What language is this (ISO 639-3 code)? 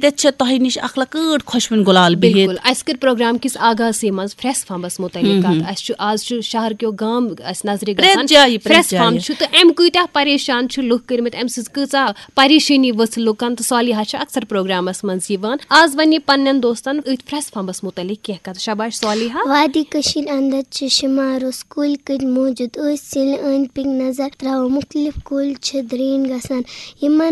kas